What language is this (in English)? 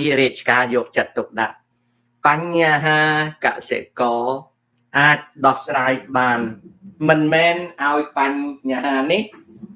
Khmer